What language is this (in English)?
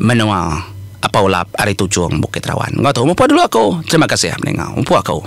Iban